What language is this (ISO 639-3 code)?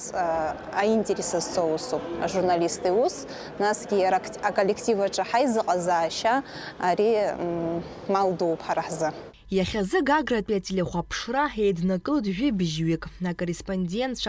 abk